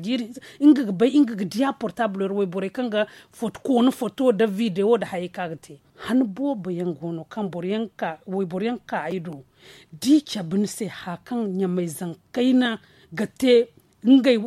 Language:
Zarma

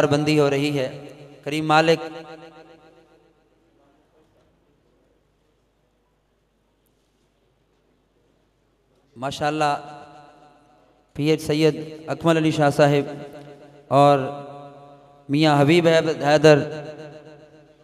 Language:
Urdu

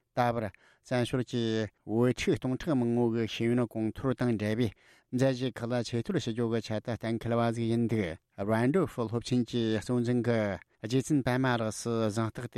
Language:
Tibetan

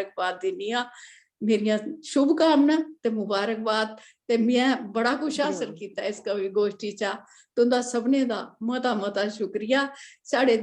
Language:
Dogri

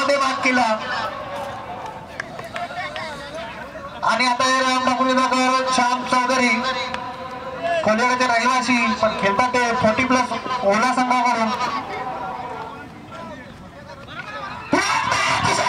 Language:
Marathi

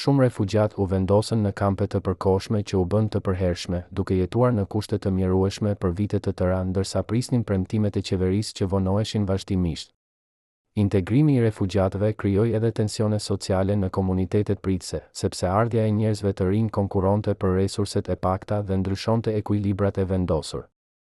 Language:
Albanian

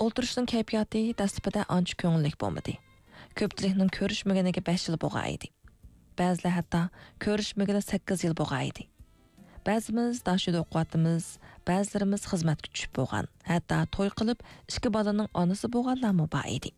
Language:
Uyghur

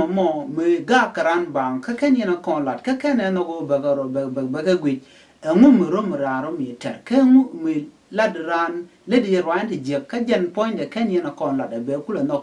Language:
Nuer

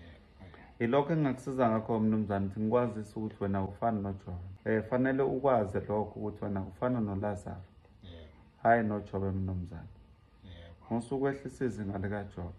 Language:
Zulu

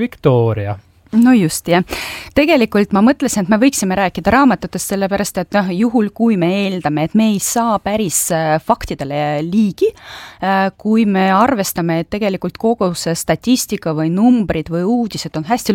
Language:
Estonian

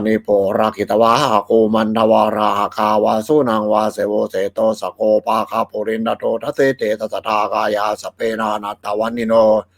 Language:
Pali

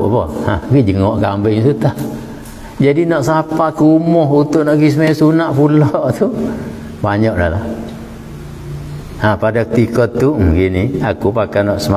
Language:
Malay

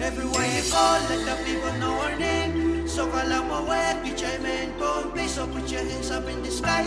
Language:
Pohnpeian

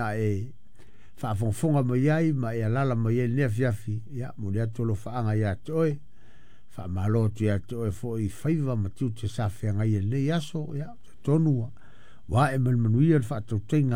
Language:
Samoan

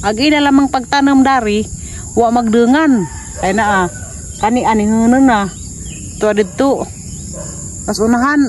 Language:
Cebuano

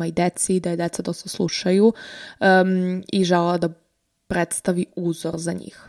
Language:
Serbian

